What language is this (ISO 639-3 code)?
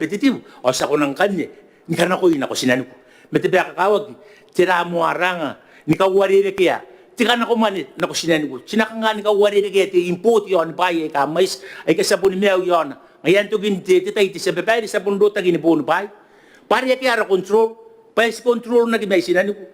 gil